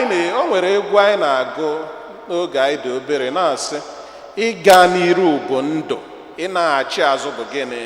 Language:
Igbo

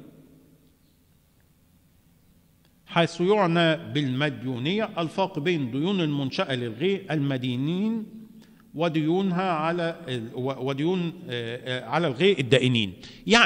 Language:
Egyptian Arabic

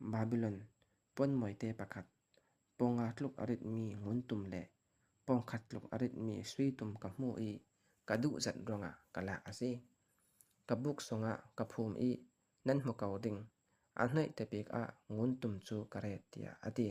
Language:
Falam Chin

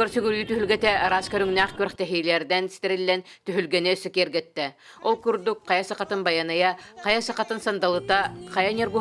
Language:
Yakut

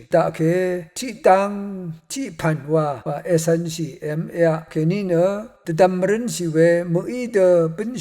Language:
Rawang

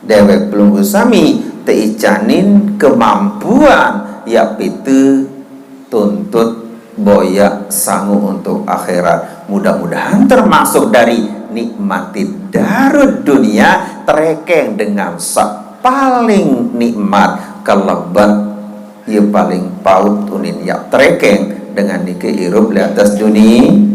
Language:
Sasak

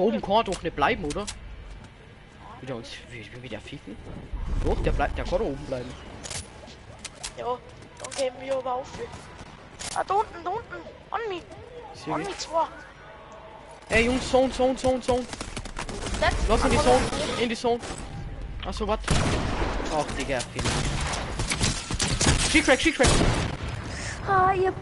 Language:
German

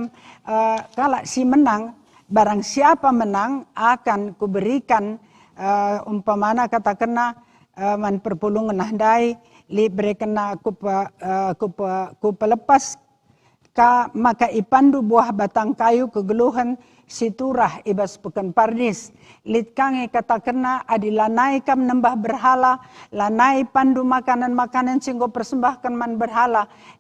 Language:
Batak Karo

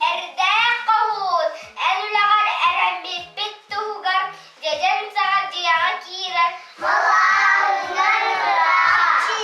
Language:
Yakut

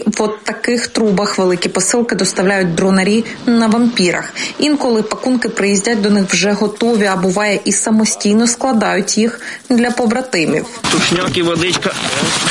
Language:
Ukrainian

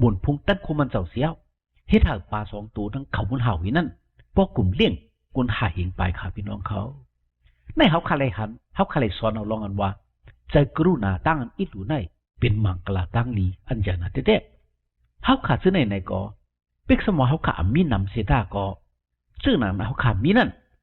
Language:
Shan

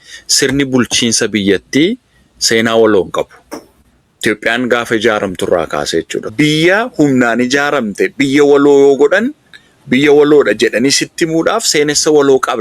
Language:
Oromo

